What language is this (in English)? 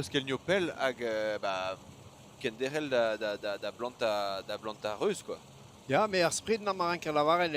Breton